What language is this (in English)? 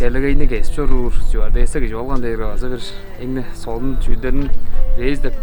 Tuvinian